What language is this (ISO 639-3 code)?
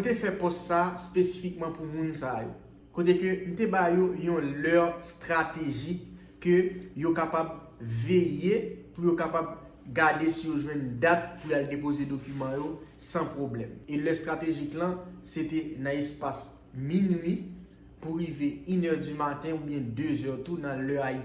hat